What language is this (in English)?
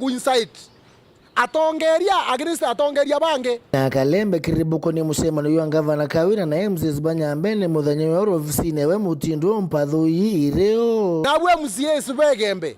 Meru